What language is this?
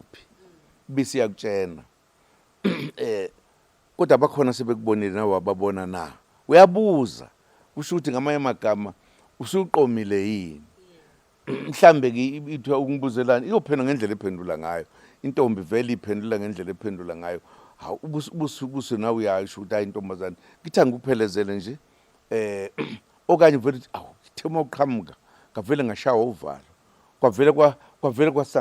Zulu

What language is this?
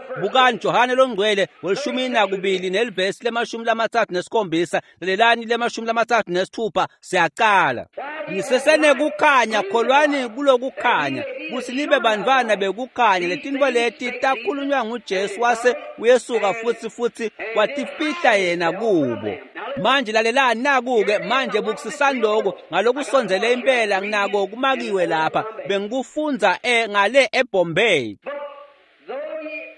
Swati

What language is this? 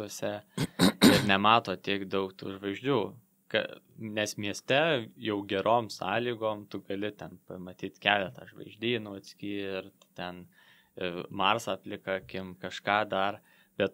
Lithuanian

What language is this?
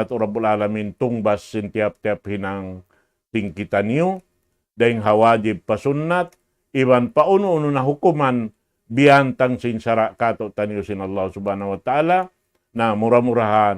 Tausug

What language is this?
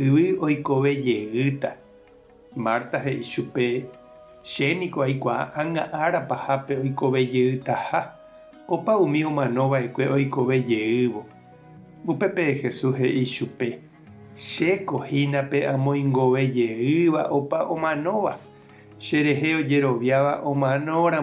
Guarani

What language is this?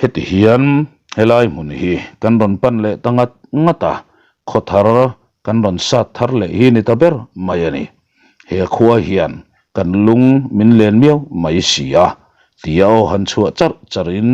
Mizo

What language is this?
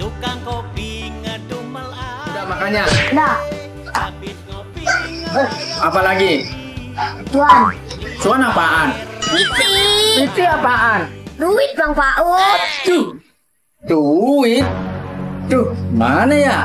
Betawi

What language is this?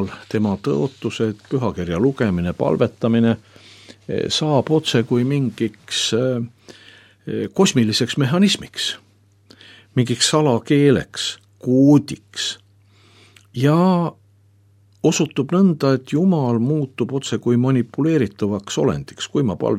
Estonian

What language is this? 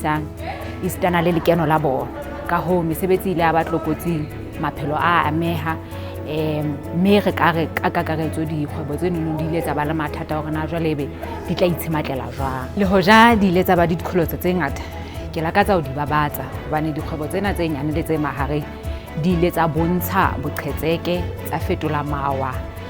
Southern Sotho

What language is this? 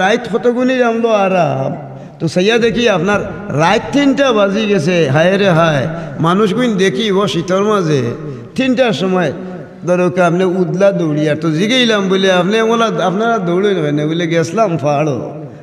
Sylheti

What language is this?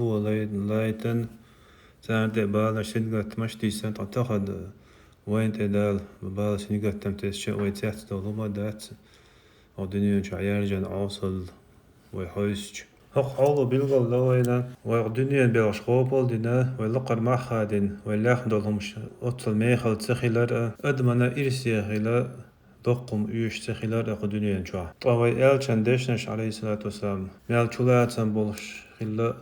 Chechen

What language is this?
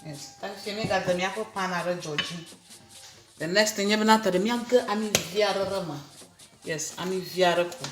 Ewe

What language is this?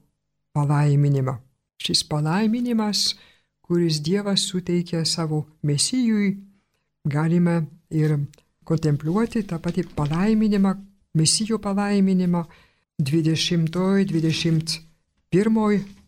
Lithuanian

